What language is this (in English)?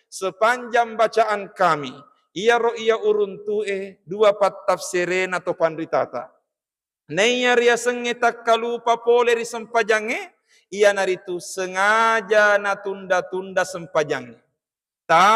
Buginese